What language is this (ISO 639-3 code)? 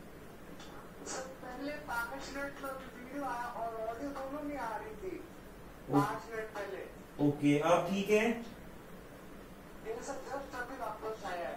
hin